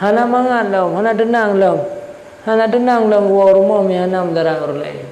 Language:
Achinese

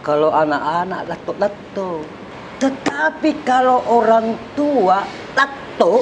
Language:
Makassar Malay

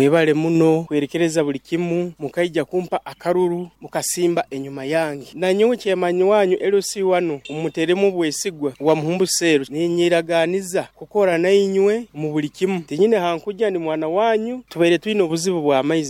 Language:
Nyoro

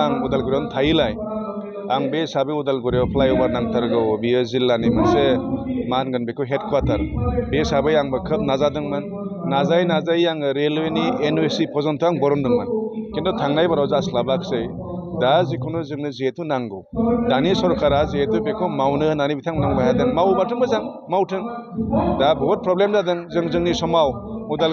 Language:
Bodo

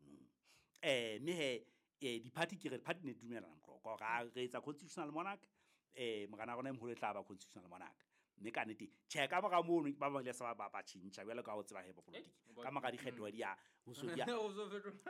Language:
Southern Sotho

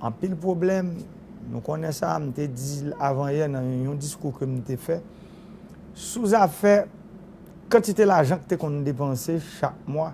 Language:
Haitian Creole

